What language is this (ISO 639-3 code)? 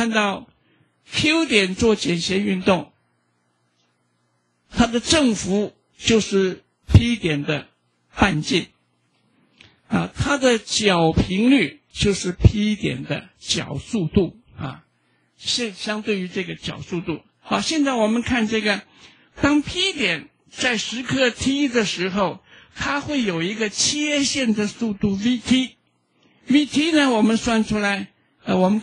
zho